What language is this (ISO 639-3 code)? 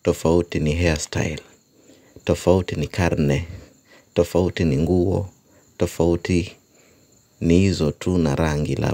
swa